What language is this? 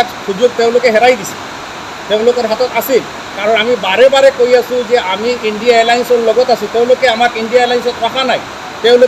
Assamese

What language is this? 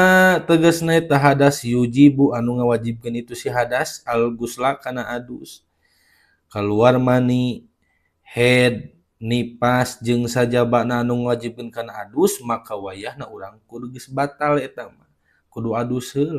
Sundanese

